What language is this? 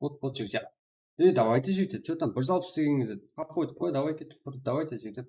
Kara-Kalpak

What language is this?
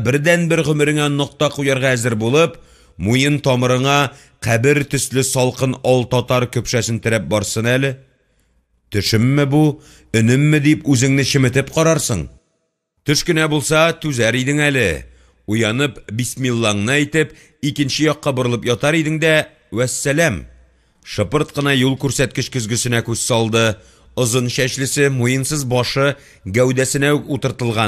Tatar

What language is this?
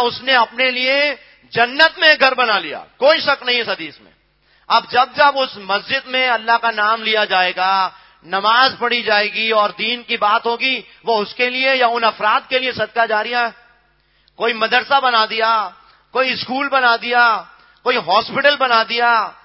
Urdu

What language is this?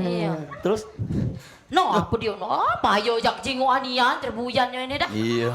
Musi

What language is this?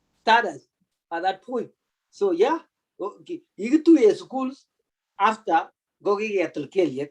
Kalenjin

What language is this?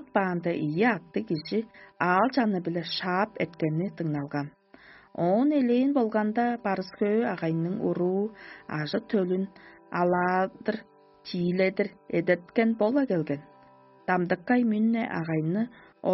Tuvinian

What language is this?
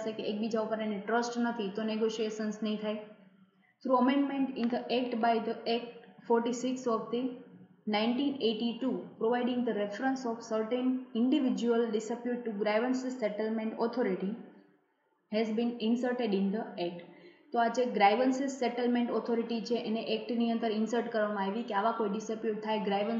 Gujarati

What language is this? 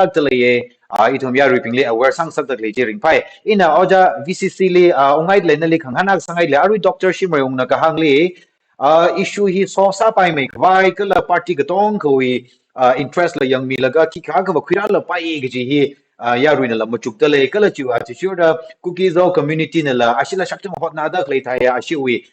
Tangkhul Naga (India)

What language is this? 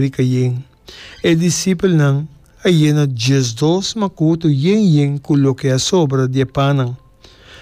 Papiamento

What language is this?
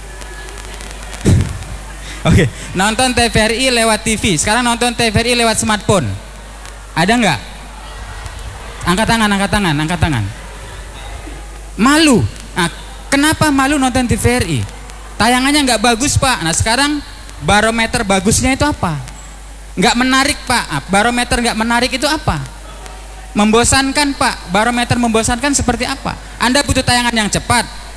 Indonesian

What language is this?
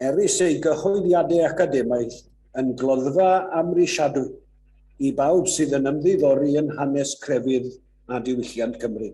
Welsh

